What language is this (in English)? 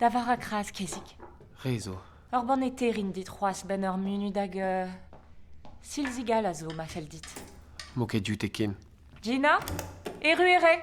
Breton